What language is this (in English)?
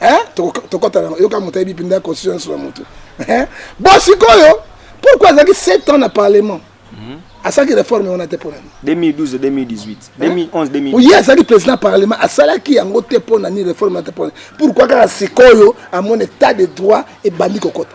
Lingala